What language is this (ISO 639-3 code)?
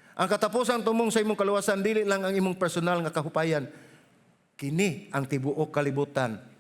ceb